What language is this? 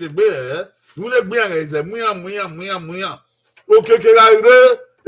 Bini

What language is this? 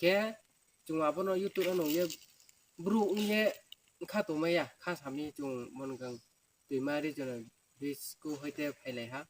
Riang (India)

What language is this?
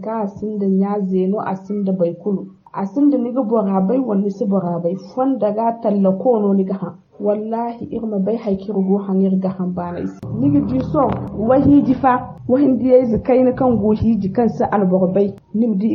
Zarma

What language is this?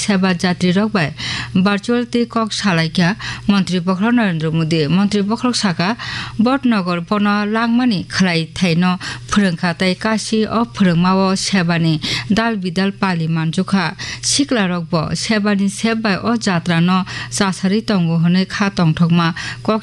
Kok Borok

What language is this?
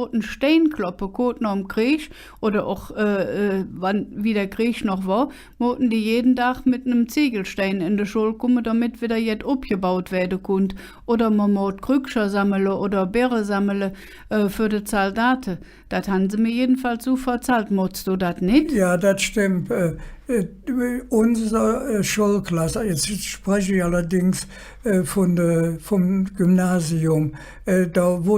Colognian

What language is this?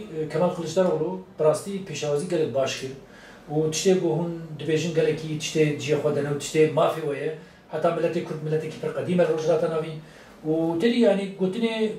Kurdish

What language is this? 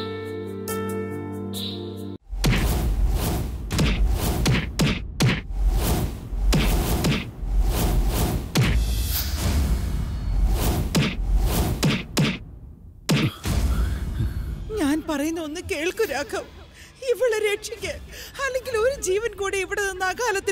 Malayalam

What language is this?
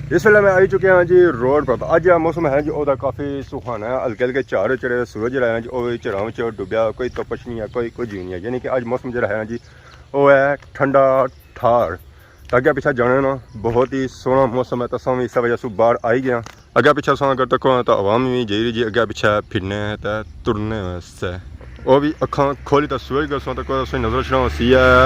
Pahari-Potwari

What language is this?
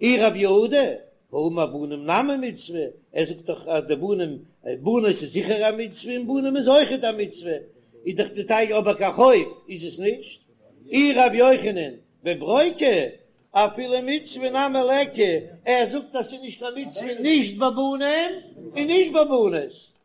Yiddish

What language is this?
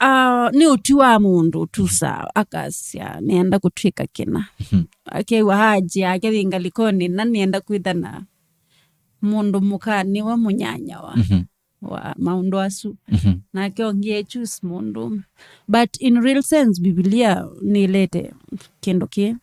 Kamba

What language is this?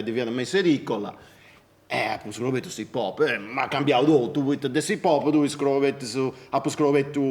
Sardinian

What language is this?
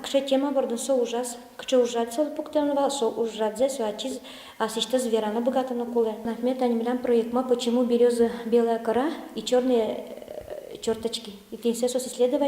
Udmurt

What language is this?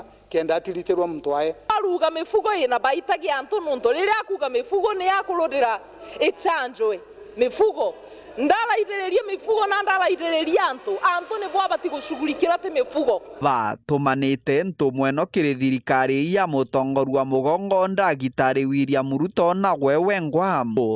Meru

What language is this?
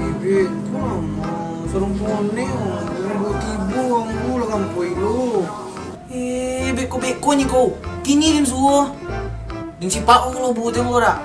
Minangkabau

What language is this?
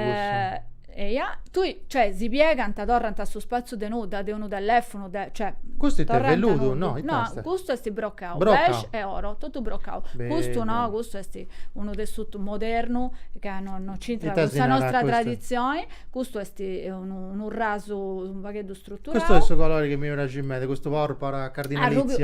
Sardinian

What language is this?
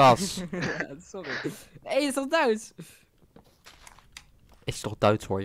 Dutch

